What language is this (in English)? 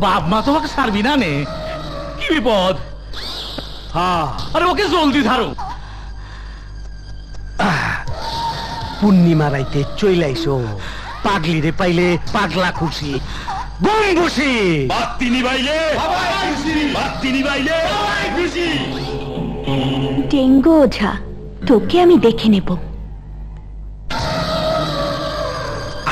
Bangla